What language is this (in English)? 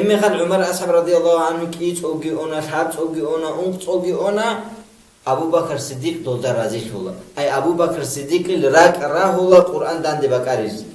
Avaric